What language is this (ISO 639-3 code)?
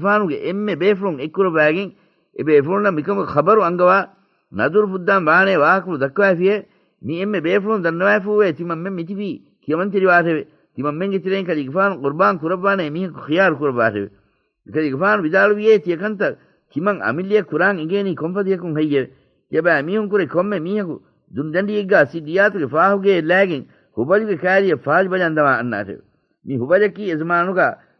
div